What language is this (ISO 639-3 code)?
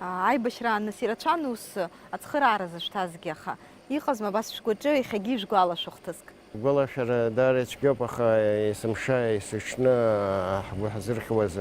abk